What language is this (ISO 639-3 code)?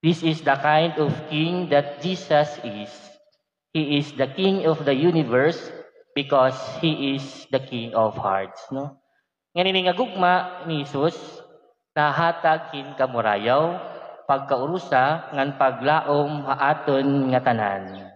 war